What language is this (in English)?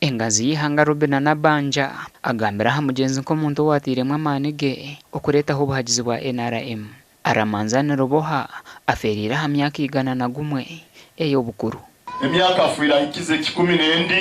Nyankole